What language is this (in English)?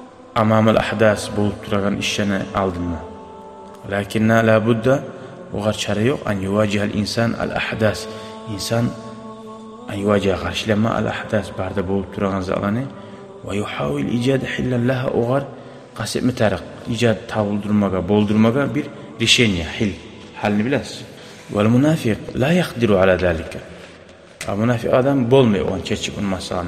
Kumyk